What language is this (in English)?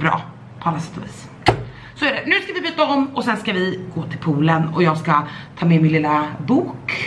Swedish